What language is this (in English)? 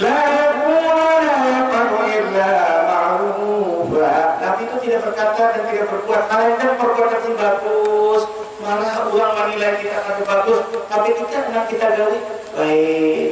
Banjar